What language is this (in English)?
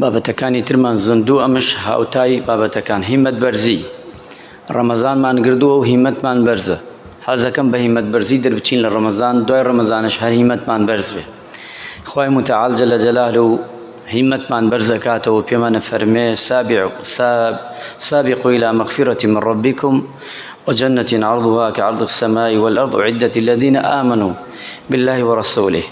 Central Kurdish